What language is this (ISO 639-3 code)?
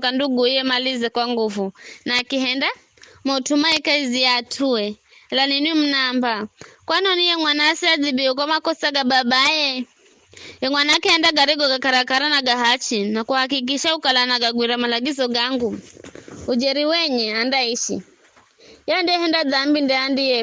nyf